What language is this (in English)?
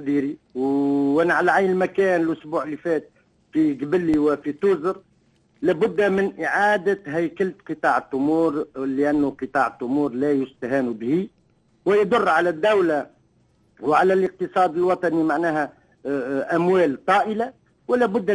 Tunisian Arabic